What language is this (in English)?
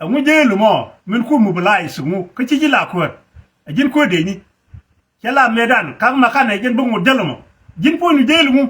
Nuer